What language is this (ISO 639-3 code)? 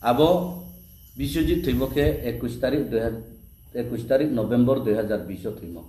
ria